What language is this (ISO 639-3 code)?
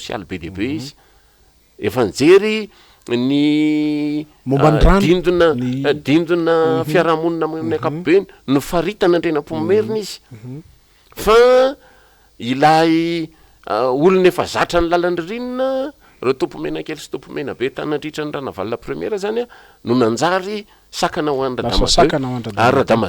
mlg